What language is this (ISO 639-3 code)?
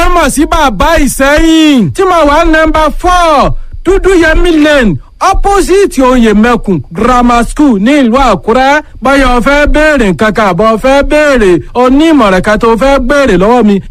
yor